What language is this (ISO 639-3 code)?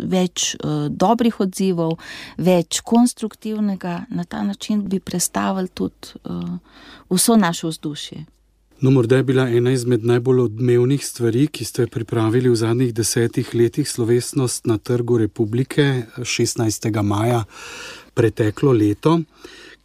slv